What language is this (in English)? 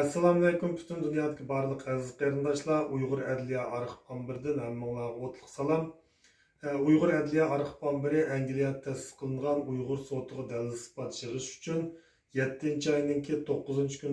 Uyghur